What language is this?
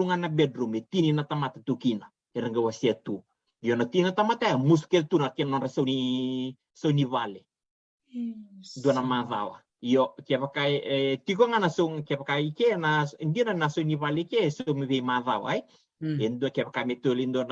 Fijian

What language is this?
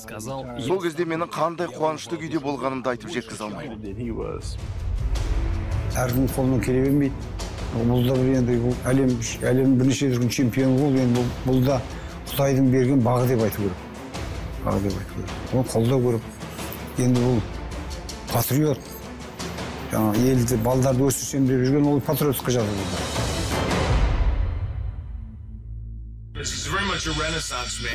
Kazakh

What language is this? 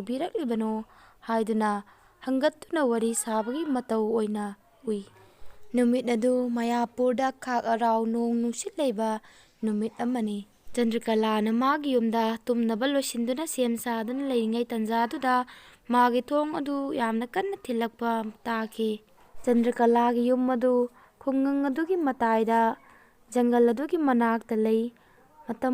Manipuri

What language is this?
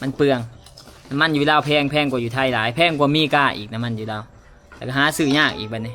Lao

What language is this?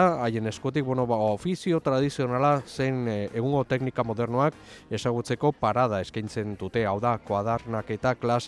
Basque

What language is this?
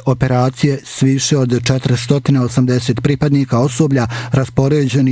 Bosnian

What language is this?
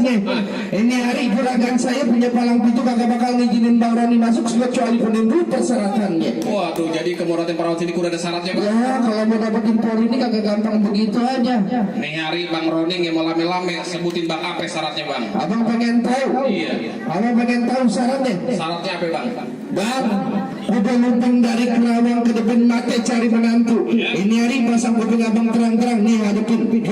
Betawi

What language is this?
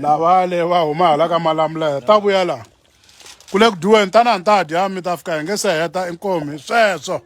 Tsonga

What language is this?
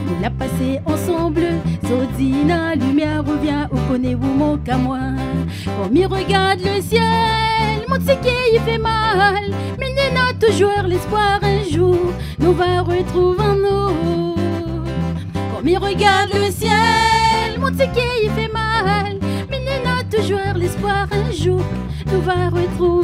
Réunion Creole French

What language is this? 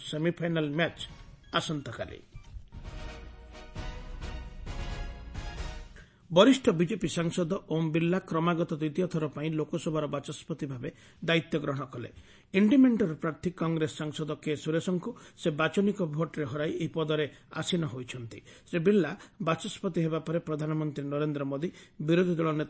Odia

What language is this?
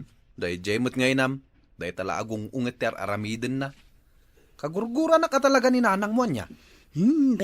Iloko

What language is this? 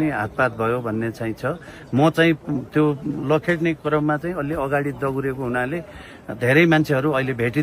Nepali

